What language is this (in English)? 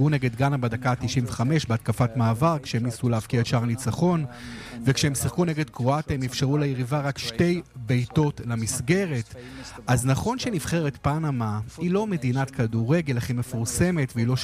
Hebrew